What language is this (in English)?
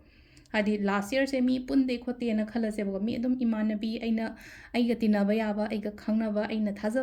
Manipuri